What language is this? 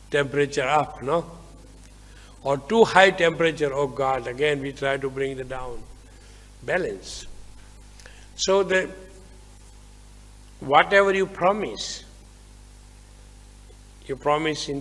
English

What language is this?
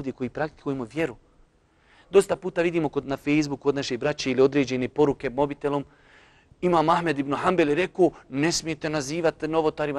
Bosnian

